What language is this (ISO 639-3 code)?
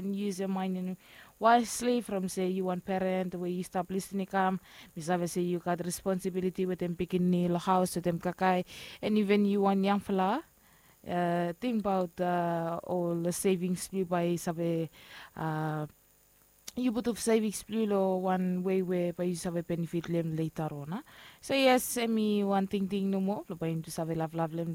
bis